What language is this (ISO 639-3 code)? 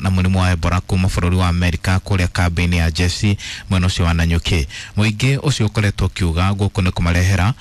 kik